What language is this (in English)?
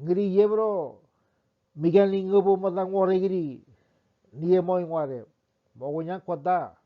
Ngäbere